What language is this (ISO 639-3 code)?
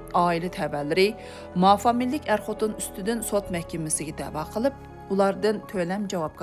uig